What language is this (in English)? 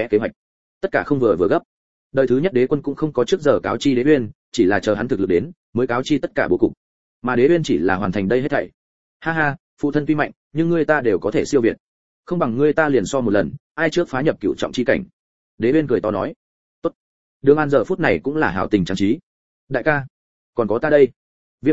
Vietnamese